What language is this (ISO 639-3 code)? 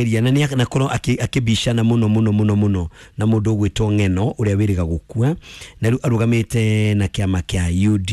kik